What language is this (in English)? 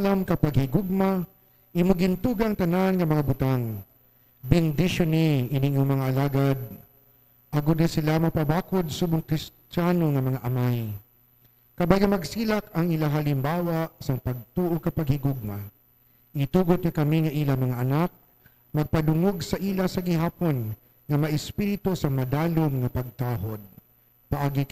Hiligaynon